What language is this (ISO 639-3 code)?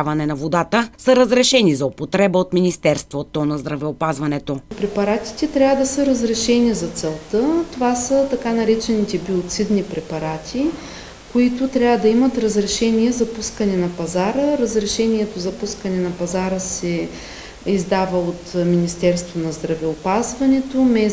bul